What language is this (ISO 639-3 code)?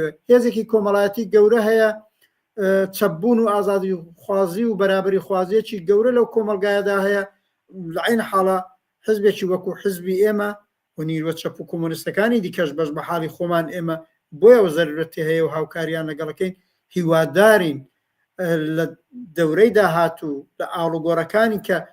ckb